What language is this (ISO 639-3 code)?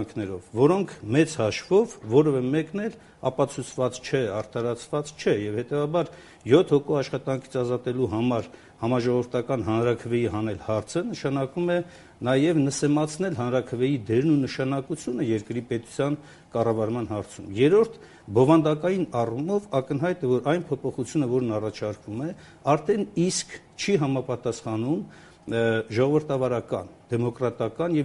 hye